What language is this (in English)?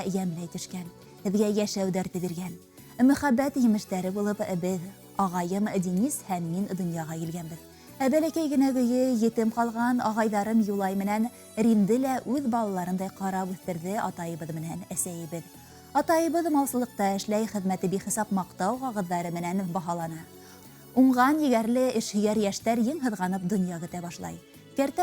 Bashkir